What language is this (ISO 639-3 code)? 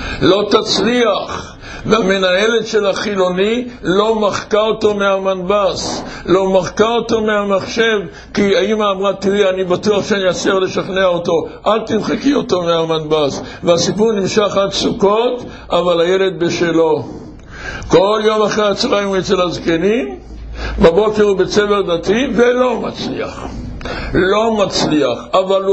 heb